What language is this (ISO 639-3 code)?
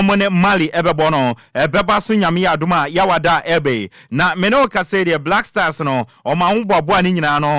aka